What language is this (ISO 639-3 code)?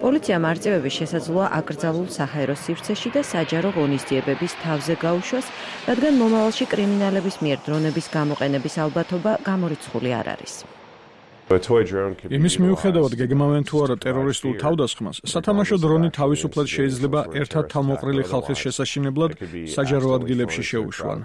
kat